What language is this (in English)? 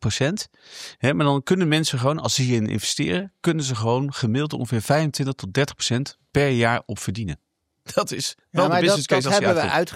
Dutch